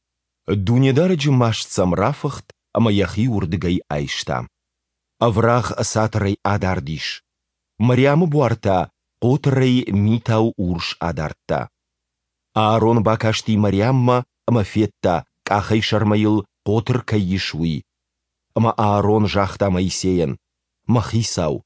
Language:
Ossetic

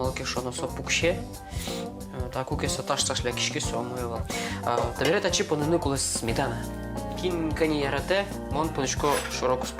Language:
Udmurt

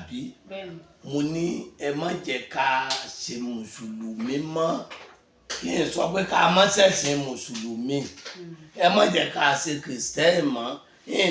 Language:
Yoruba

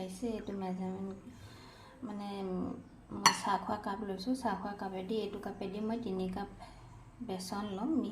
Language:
Assamese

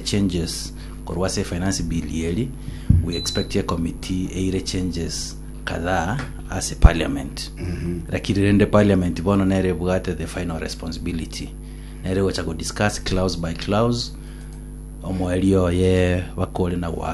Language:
Gusii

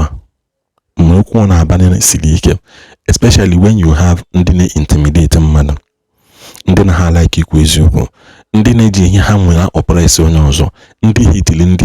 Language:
Igbo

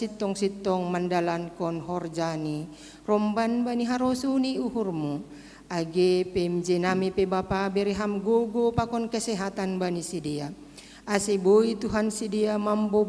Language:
Batak Simalungun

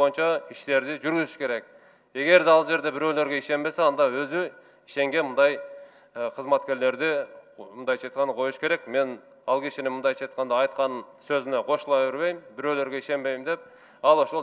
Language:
Kyrgyz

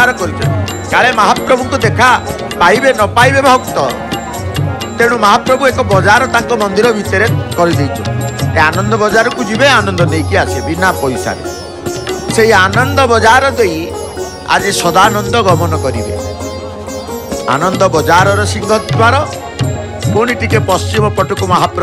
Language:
Odia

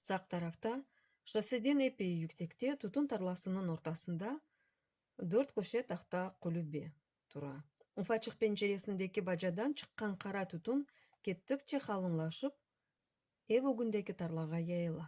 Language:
Crimean Tatar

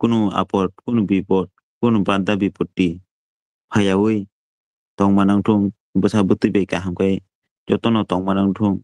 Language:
Kok Borok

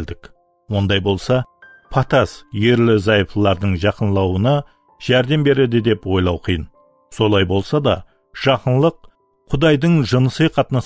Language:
Kara-Kalpak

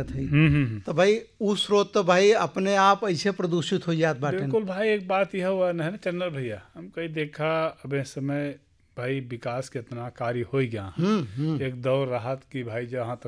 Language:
Bhojpuri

